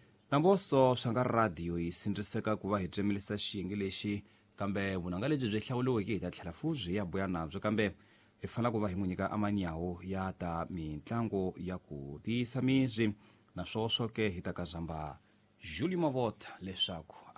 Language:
Tsonga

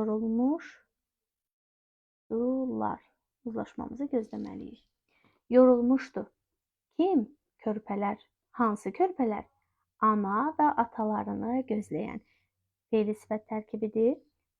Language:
Azerbaijani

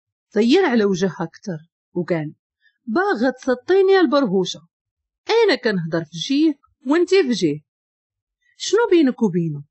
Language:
Moroccan Arabic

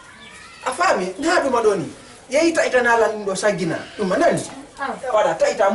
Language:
Fula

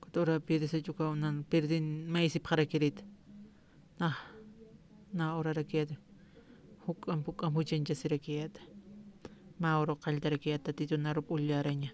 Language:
Aymara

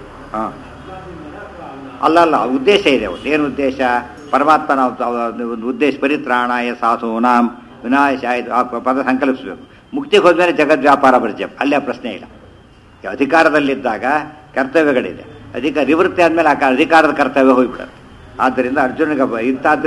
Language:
Kannada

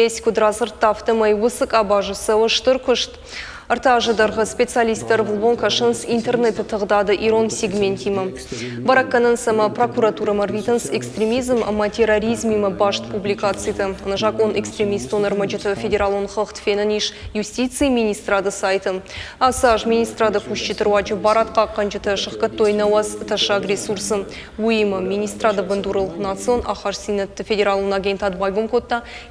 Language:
Ossetic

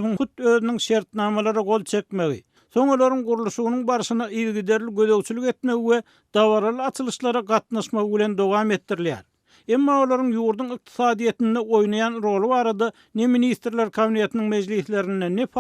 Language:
Turkmen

